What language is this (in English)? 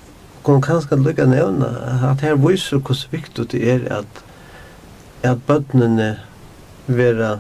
Faroese